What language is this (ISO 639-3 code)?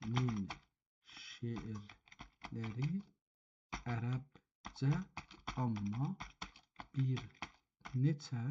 azb